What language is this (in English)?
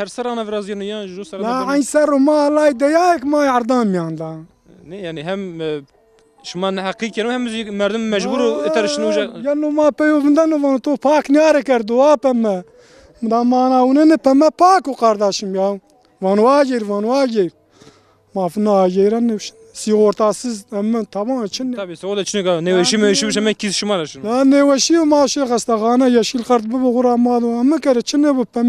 Zaza